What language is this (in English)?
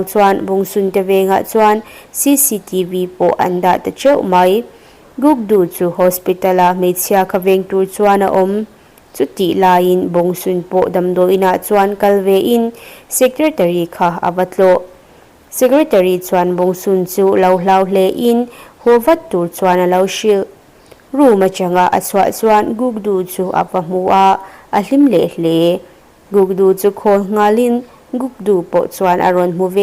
Mizo